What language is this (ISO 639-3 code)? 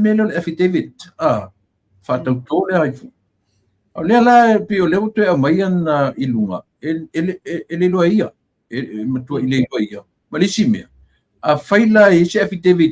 smo